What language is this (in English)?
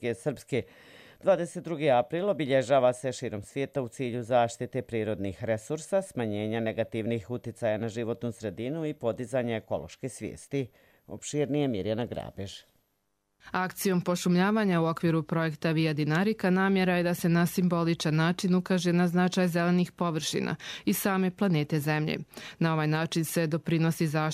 Croatian